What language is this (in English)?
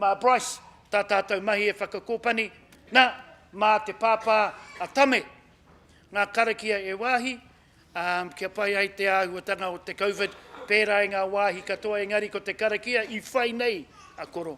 Māori